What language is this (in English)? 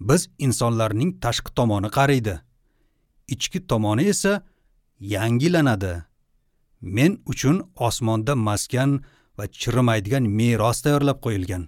Uzbek